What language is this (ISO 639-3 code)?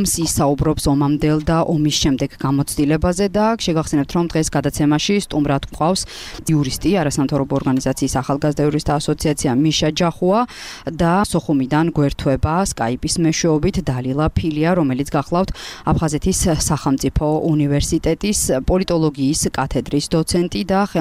kat